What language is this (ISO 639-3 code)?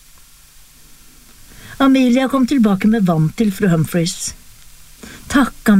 nor